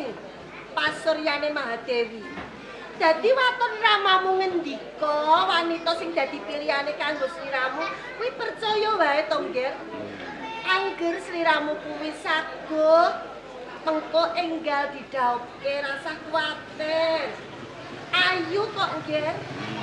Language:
Javanese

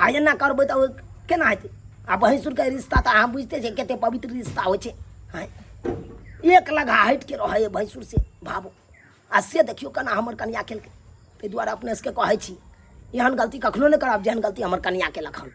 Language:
Maithili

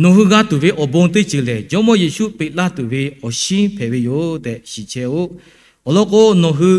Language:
Lahu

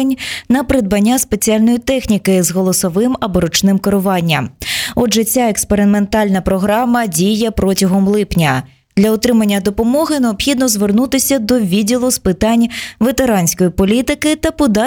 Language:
Ukrainian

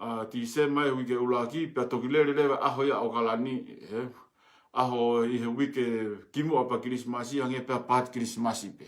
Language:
Tongan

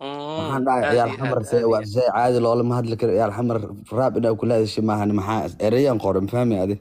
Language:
Somali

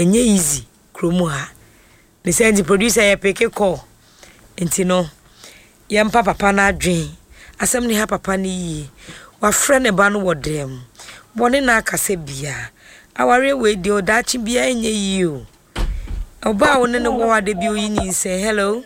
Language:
Akan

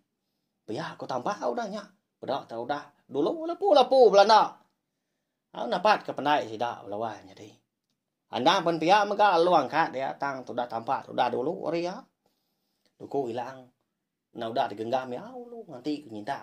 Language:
Iban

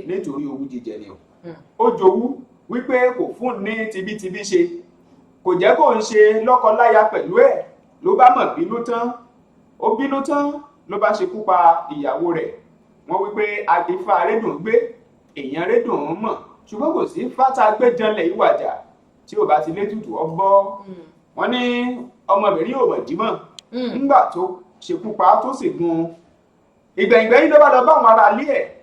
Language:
Yoruba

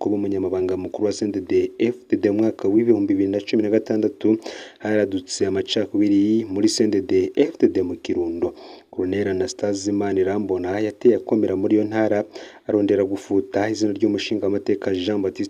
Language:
Rundi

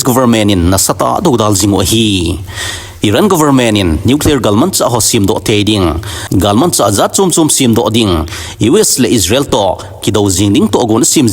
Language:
Thado Chin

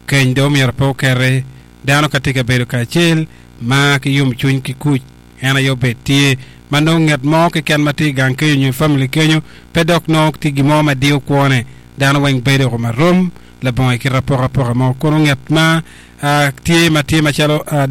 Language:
Acoli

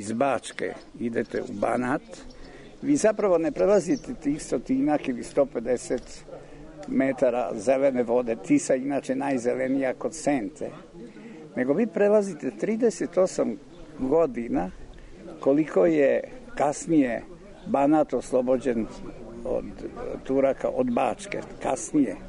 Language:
Serbian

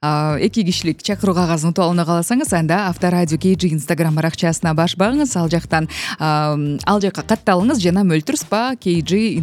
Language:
Kyrgyz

